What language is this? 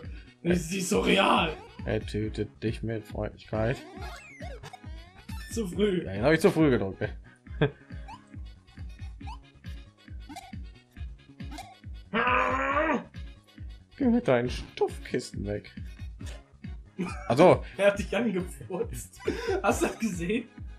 German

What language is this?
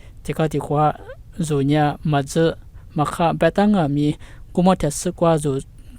Lisu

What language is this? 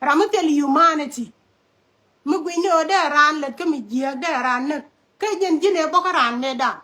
Nuer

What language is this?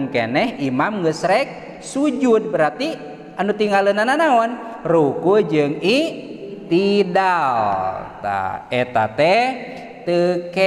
Sundanese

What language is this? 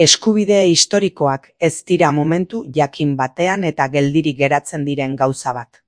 Basque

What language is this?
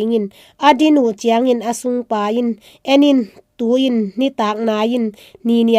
Tedim Chin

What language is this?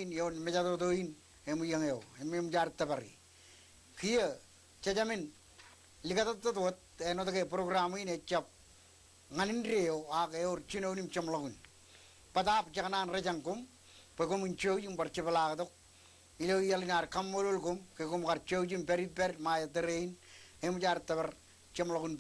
Marshallese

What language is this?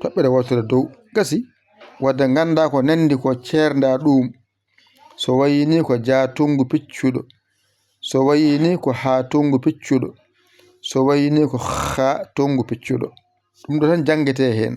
Fula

